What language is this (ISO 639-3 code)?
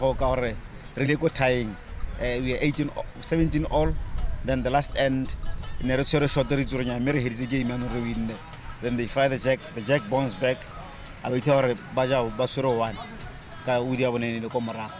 tsn